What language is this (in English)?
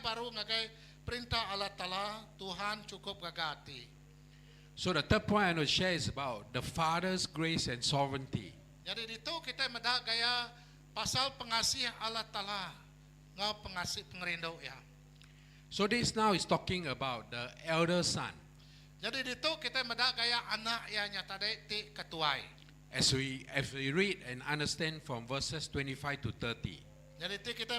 Iban